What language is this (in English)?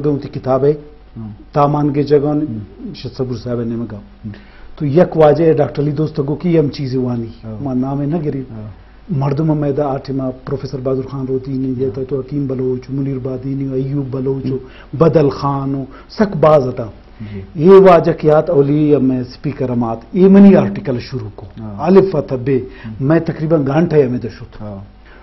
Eastern Balochi